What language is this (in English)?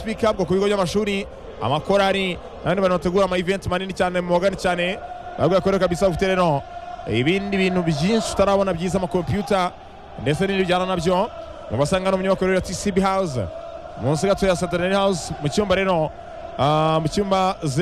Kinyarwanda